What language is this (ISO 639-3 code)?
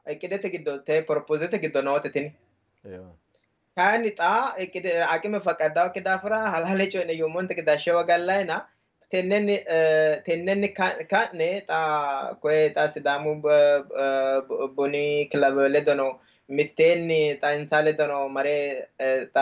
sid